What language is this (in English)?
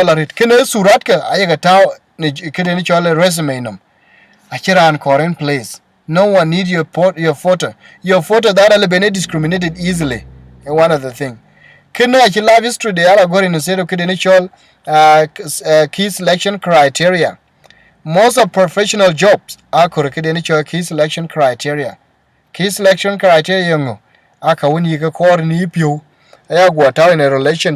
Dinka